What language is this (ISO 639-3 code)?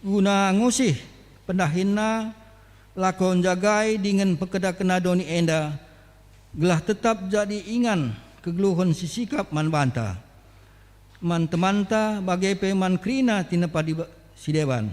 btx